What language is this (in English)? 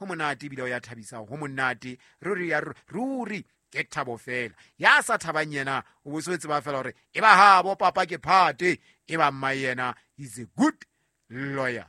Southern Sotho